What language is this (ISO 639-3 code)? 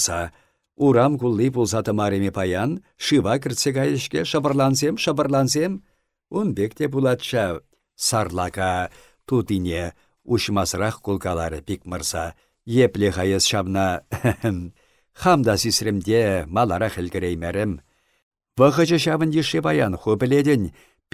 chv